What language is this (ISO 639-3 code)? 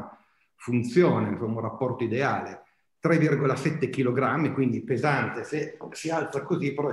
ita